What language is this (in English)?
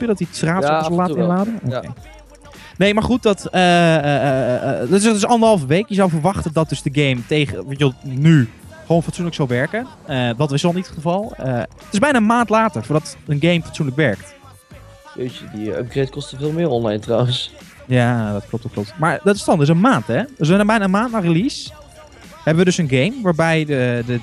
Dutch